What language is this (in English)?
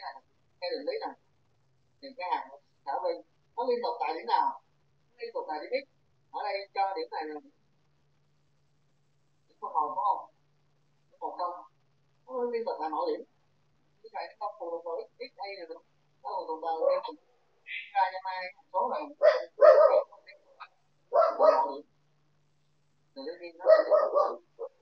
Vietnamese